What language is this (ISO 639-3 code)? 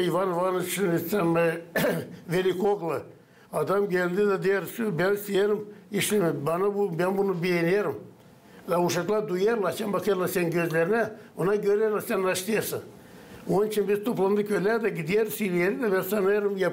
gag